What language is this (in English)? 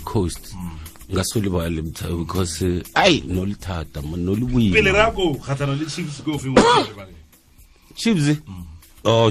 Tswana